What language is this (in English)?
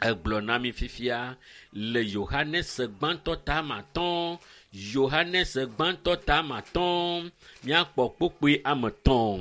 Ewe